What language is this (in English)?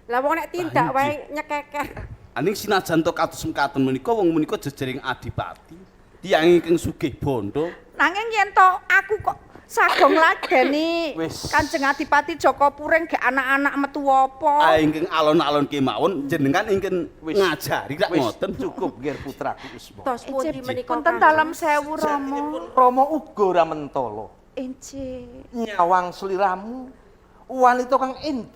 Javanese